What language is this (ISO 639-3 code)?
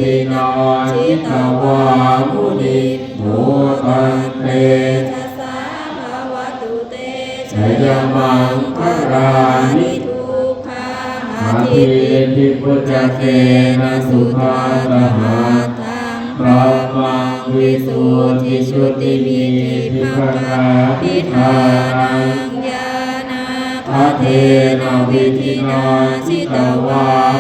pli